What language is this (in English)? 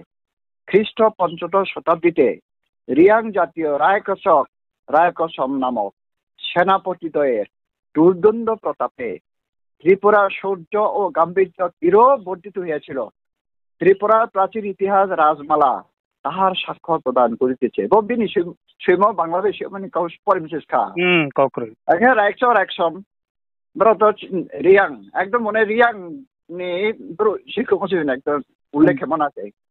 Riang (India)